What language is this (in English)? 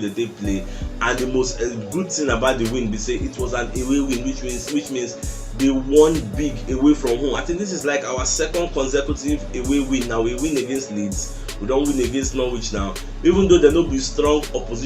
Nigerian Pidgin